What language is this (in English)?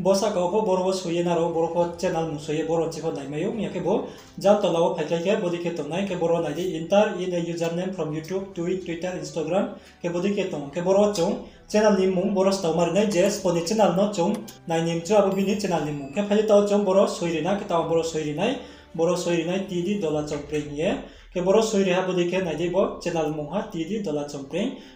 Riang (India)